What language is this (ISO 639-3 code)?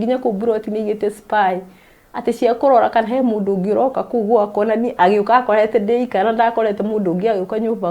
kik